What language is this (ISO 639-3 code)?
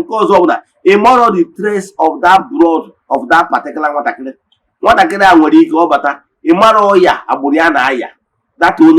ibo